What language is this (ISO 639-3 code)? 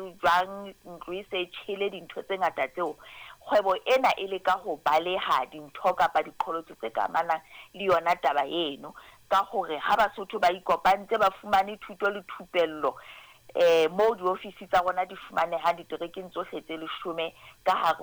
sot